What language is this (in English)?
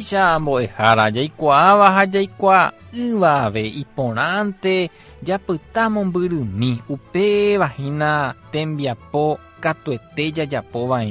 Guarani